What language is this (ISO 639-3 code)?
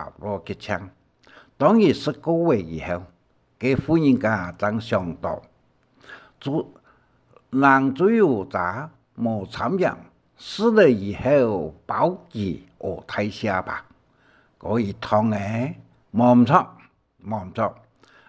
hak